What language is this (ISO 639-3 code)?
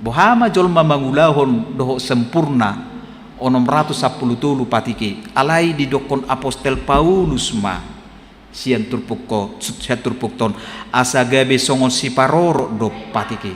bbc